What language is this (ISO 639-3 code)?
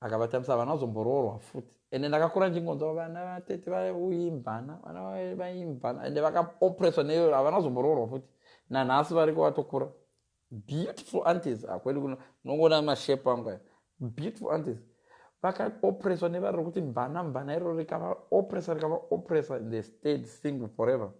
sna